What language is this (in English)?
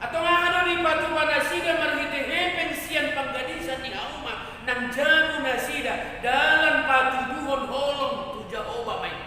Batak Toba